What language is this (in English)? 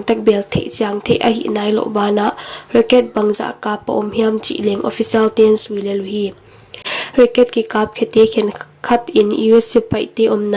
Paite Chin